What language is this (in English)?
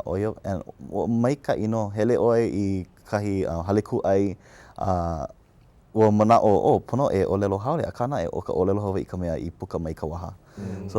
Hawaiian